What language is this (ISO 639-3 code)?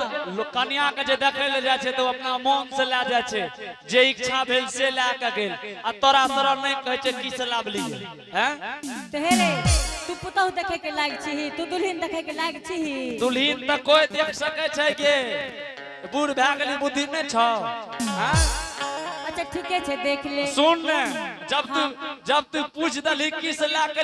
anp